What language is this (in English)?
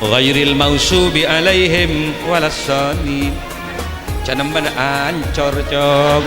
Madurese